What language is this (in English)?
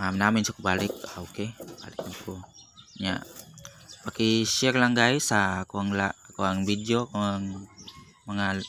Cebuano